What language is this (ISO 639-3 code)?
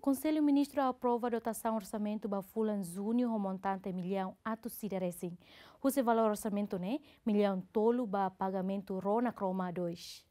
tet